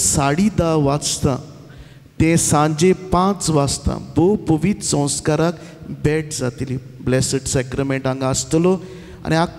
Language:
Konkani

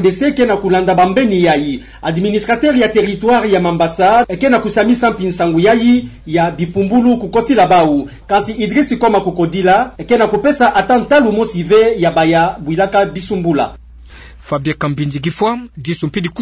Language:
Kituba (Democratic Republic of Congo)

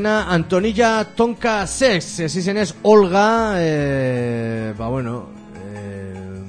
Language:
Basque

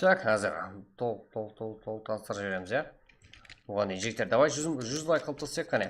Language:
Kara-Kalpak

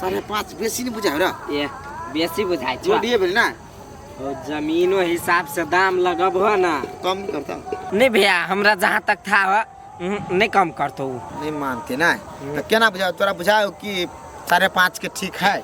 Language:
Maithili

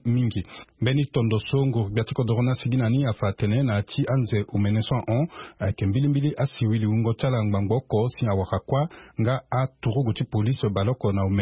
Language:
Sango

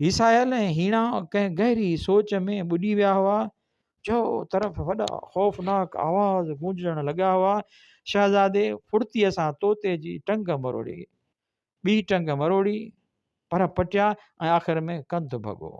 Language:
Sindhi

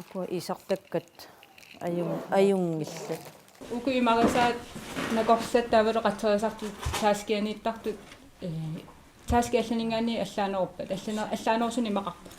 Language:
Kalaallisut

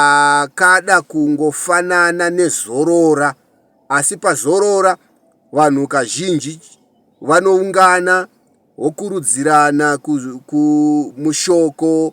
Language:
Shona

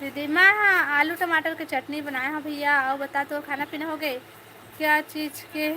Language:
Chhattisgarhi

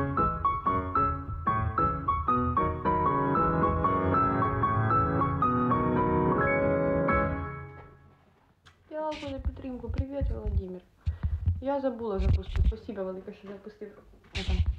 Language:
Ukrainian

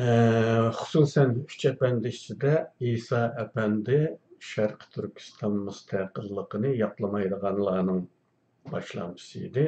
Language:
Uyghur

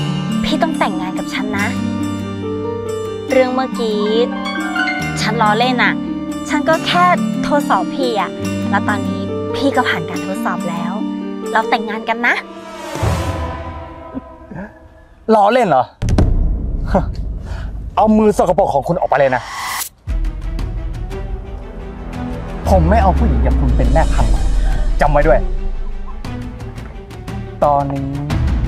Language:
Thai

